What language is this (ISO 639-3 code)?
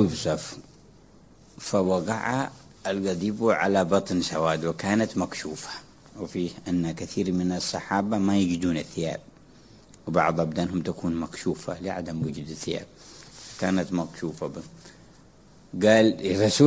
ara